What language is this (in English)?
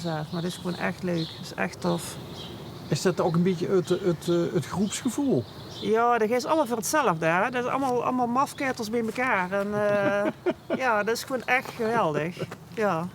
Limburgish